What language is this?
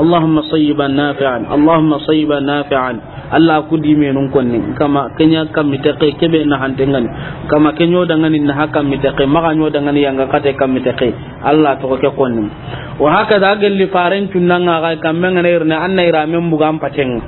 Soninke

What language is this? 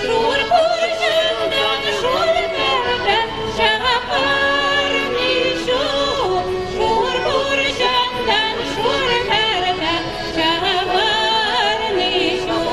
Chuvash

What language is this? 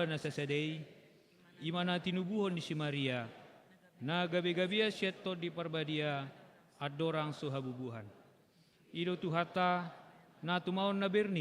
Batak Toba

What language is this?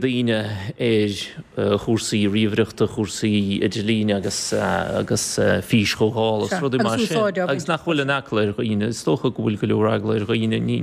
Irish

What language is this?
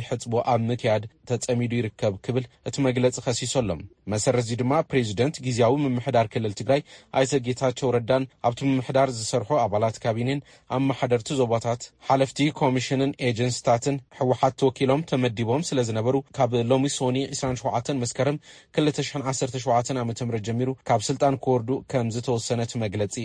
Tigrinya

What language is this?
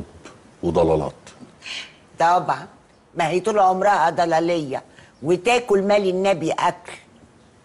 Egyptian Arabic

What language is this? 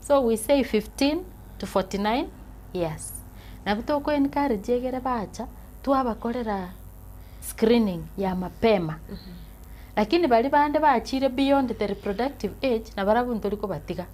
Gusii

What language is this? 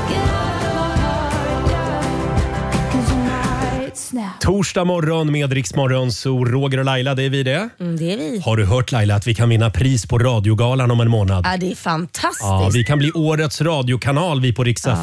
Swedish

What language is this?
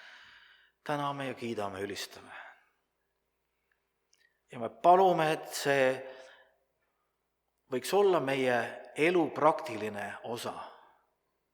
Estonian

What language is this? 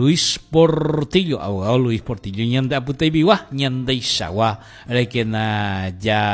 Guarani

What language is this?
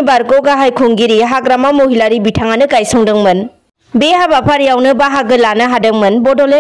Bodo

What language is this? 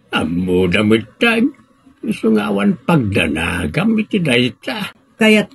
Iloko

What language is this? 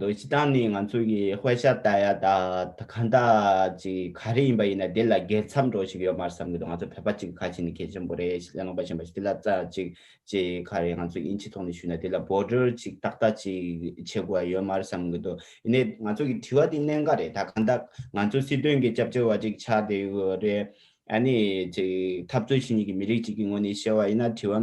Tibetan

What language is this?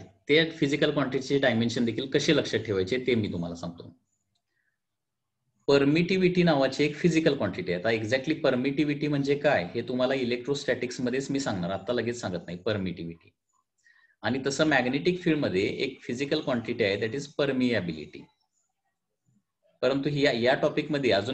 Marathi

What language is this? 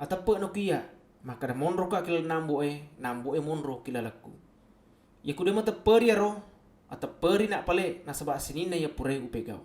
Buginese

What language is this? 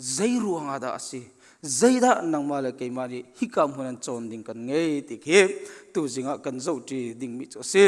Hakha Chin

